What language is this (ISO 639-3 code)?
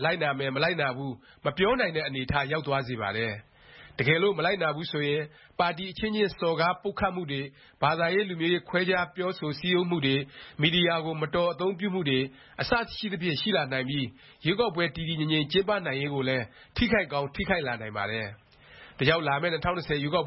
mya